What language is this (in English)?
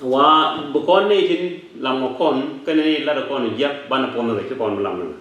Nuer